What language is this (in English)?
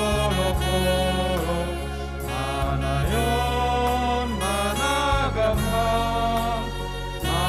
Batak Simalungun